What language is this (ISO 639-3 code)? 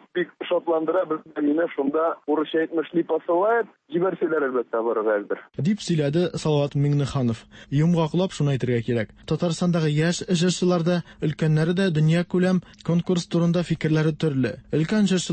tat